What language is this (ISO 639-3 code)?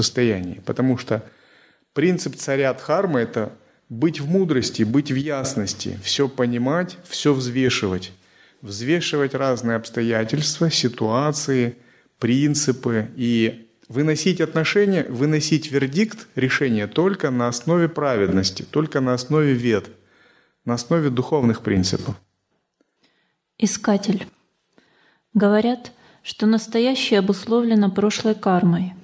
rus